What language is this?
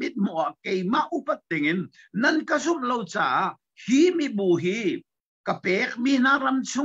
Hakha Chin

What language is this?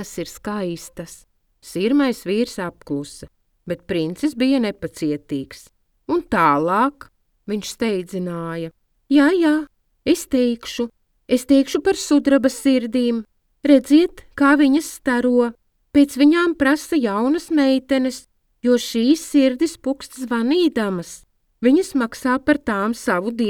Latvian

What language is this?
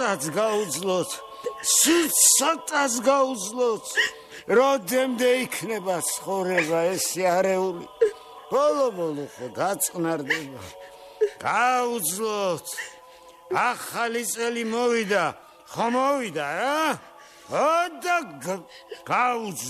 Georgian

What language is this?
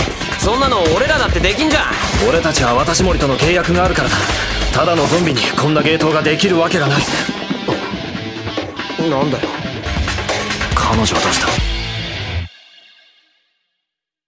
Japanese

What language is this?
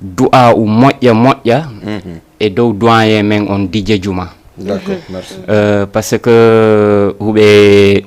Fula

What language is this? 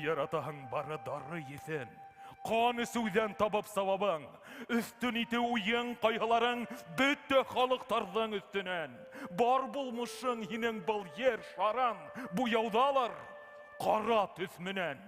Bashkir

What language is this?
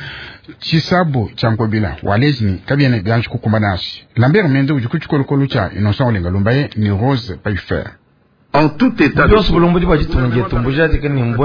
Luba-Lulua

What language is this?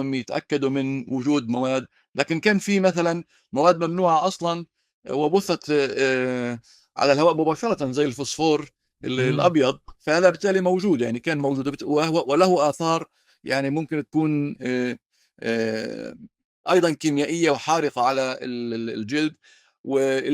North Levantine Arabic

